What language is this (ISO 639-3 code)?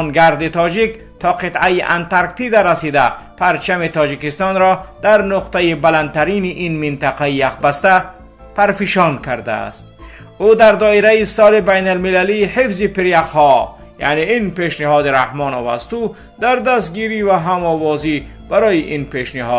tgk